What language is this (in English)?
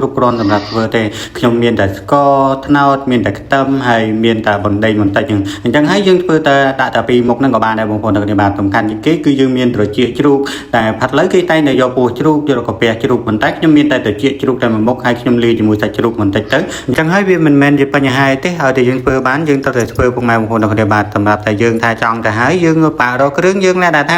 Khmer